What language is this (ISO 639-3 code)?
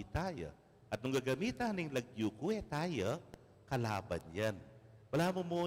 pam